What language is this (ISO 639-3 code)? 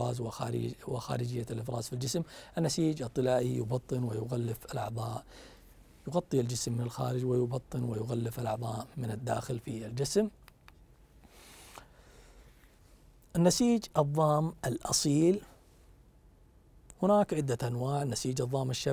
ara